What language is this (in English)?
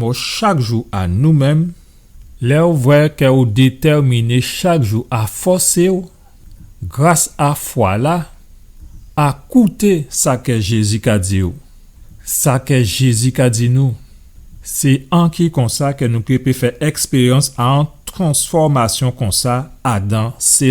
Guadeloupean Creole French